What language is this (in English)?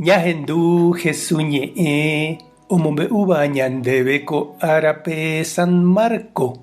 Guarani